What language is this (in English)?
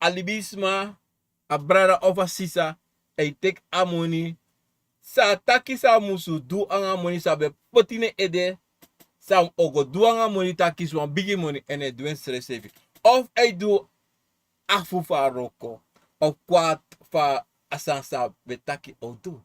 Sranan Tongo